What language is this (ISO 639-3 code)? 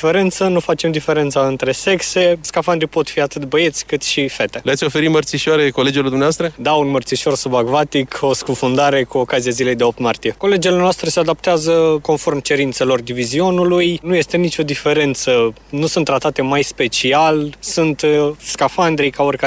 ron